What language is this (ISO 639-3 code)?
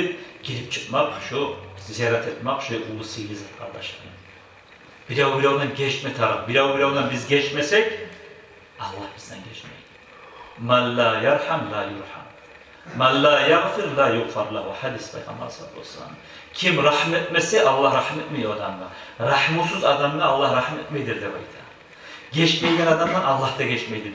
kum